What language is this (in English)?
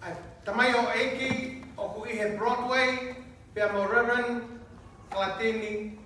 Tongan